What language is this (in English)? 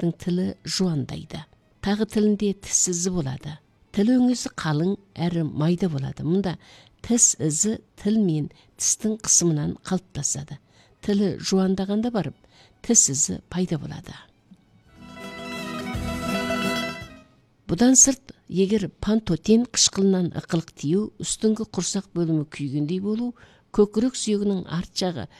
Kazakh